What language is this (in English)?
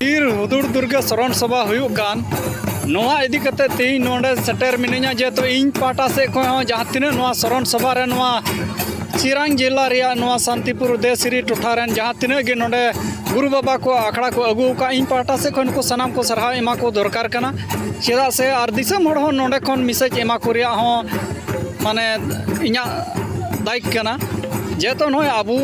Santali